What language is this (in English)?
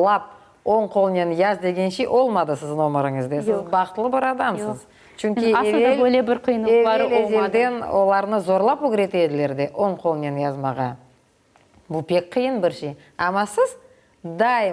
Crimean Tatar